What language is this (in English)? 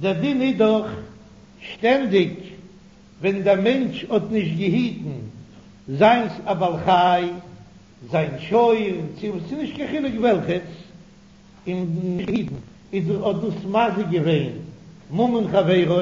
Yiddish